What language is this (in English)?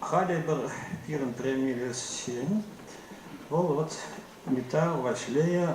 Chuvash